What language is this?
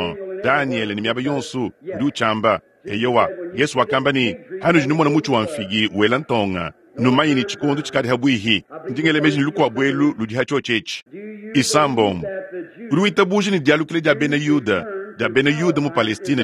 Luba-Lulua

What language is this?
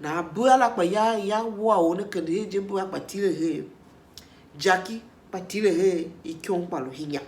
Tiv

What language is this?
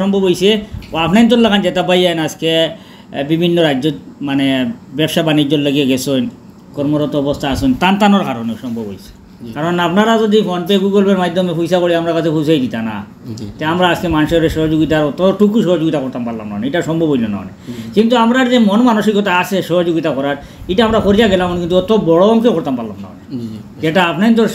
Sylheti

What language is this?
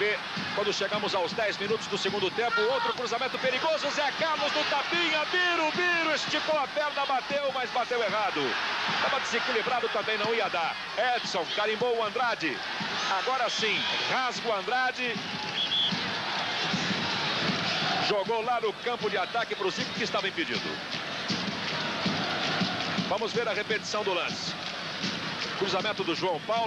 Portuguese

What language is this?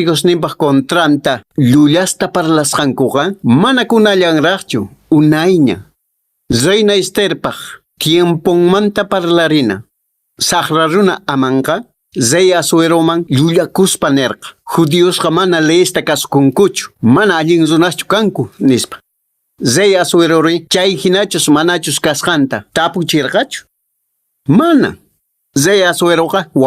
Quechua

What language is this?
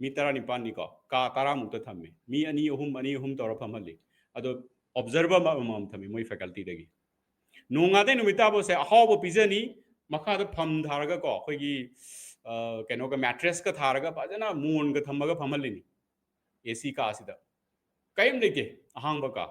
Manipuri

